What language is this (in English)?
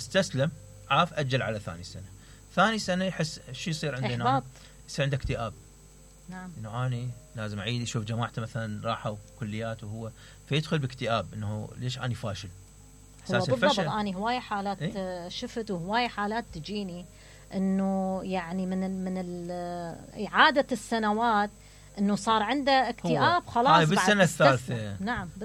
Mesopotamian Arabic